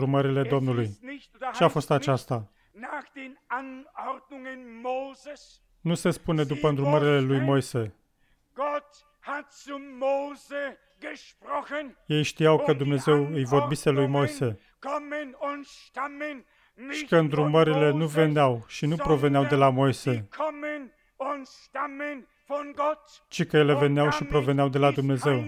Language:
Romanian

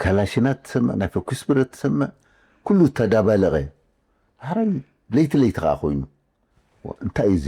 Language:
Tigrinya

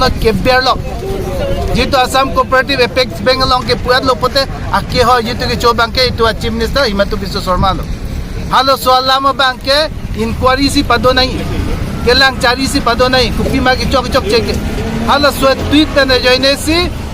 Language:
Karbi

